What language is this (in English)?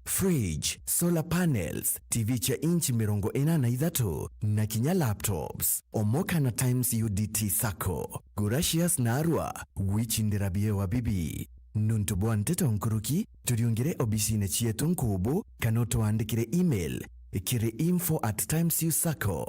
Meru